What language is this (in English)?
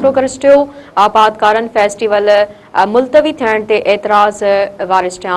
Sindhi